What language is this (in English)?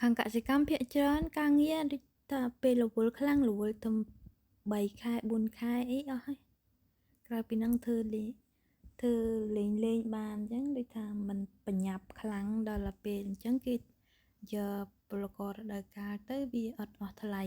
Khmer